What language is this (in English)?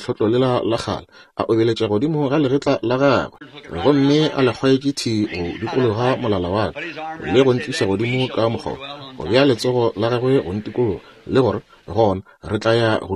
Northern Sotho